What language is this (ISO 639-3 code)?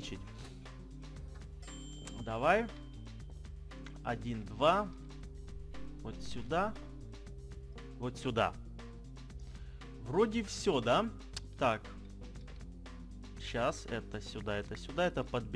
rus